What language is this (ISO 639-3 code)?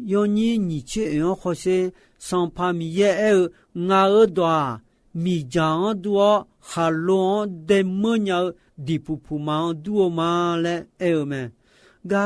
ahk